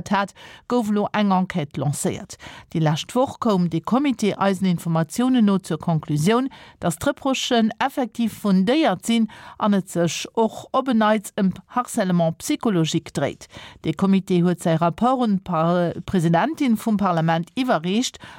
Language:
Luxembourgish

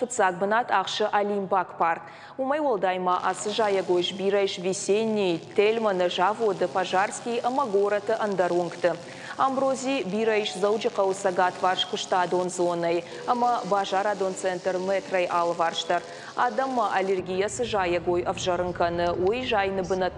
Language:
Ossetic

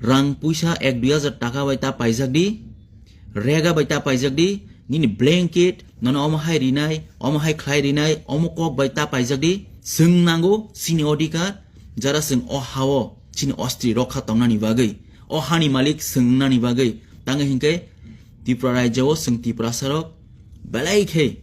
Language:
Kok Borok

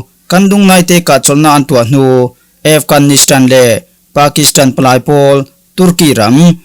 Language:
Falam Chin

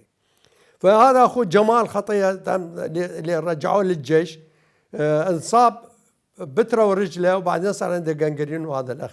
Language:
Mesopotamian Arabic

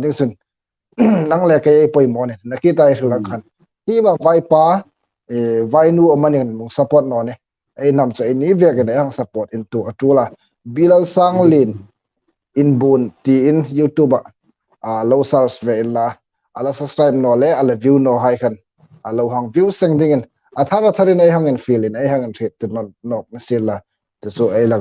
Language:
Hmar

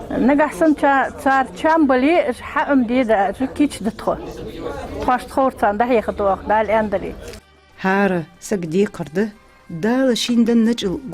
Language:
Ingush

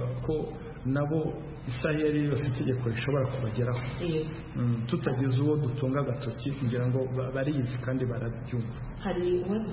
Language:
Kinyarwanda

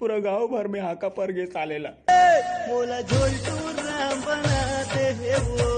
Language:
Chhattisgarhi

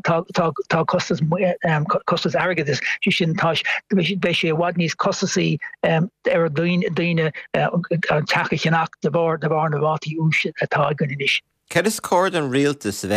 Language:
Irish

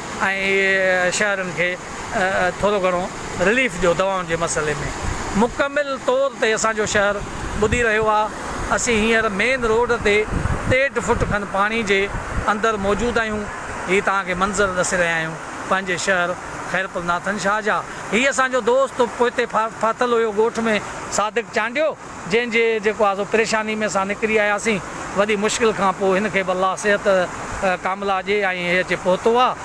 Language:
Sindhi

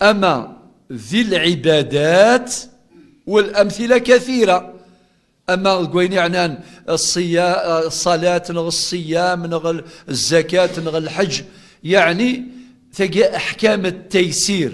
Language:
Kabyle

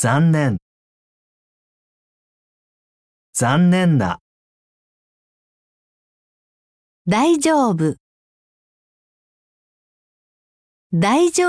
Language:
Japanese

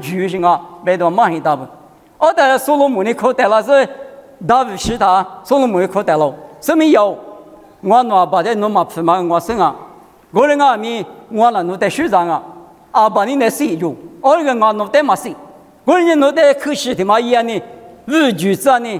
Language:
Lisu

